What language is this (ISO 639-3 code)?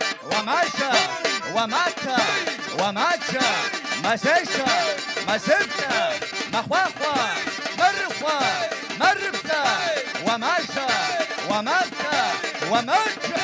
kbd